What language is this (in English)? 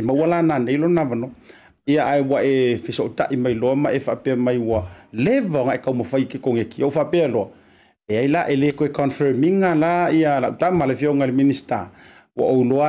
Samoan